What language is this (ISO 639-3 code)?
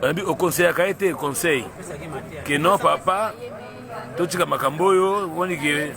lin